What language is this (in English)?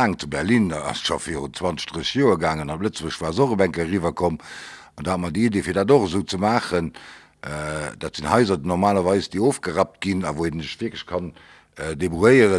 Luxembourgish